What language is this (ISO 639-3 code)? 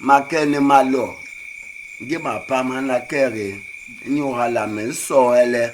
bas